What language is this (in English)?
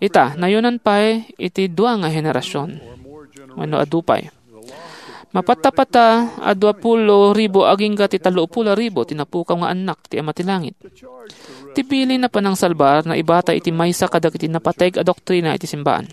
Iloko